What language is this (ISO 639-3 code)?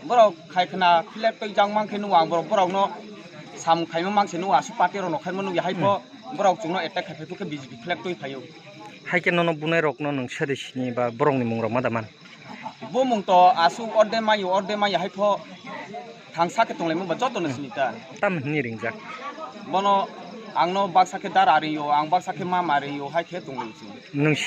trp